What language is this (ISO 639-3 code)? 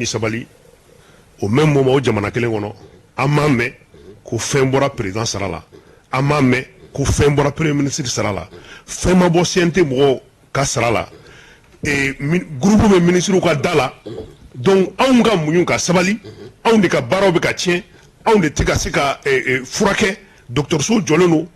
bam